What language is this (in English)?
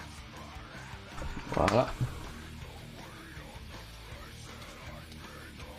French